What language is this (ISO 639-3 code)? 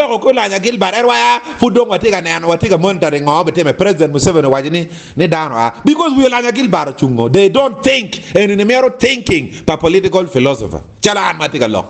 ach